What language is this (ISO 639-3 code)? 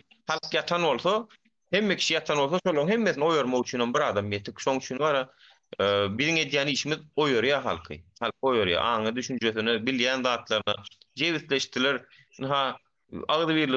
tuk